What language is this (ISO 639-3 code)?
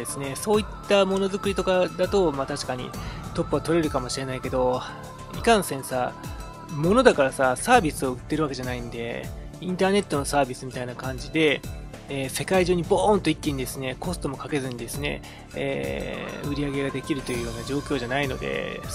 jpn